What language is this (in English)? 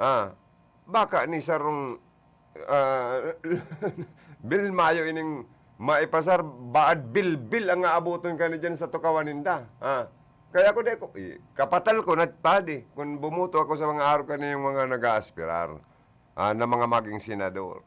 Bikol